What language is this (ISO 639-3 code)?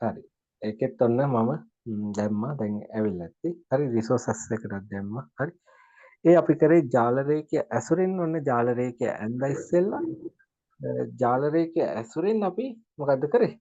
sin